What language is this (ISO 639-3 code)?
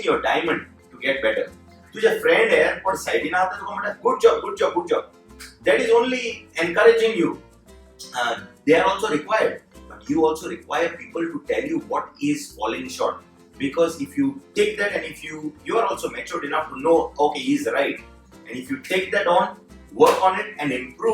kok